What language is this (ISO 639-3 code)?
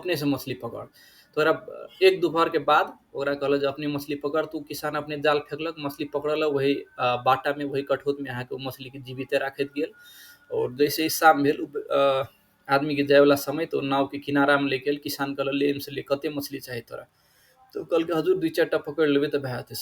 mai